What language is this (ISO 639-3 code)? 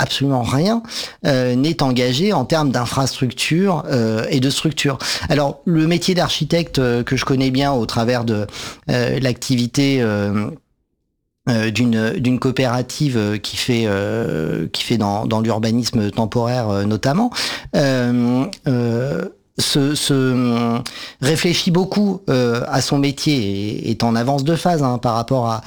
fra